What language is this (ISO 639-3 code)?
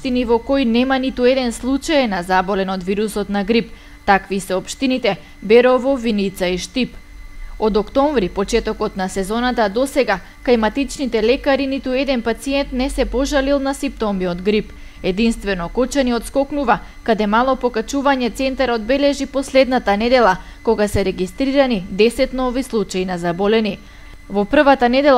mkd